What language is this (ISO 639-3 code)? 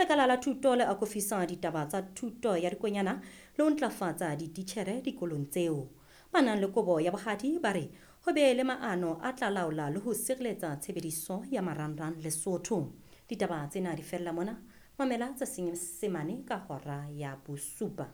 sot